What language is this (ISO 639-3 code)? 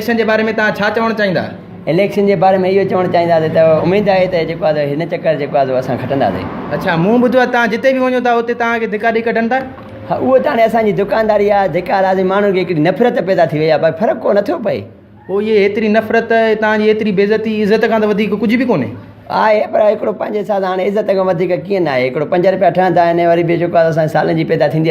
snd